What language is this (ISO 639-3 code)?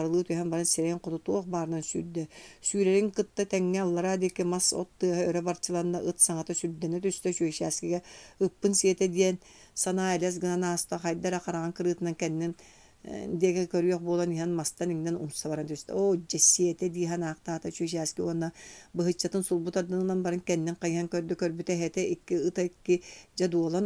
sah